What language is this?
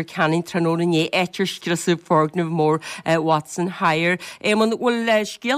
Irish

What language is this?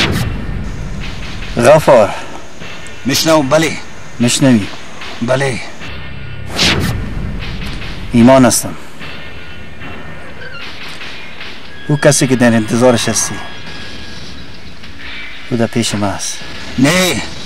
Persian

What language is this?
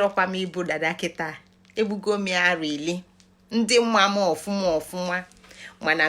Igbo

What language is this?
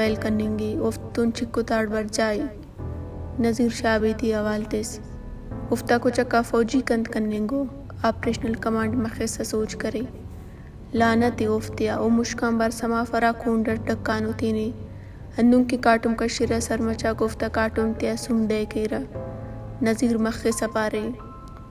Brahui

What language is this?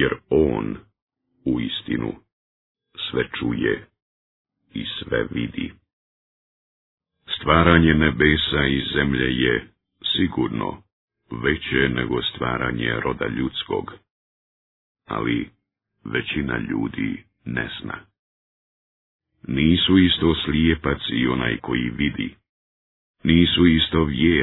Bosnian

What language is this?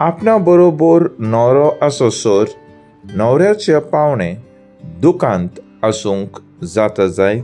Konkani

